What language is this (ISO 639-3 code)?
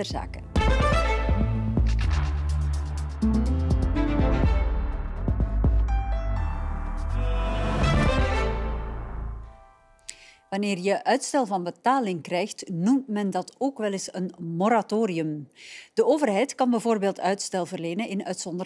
nld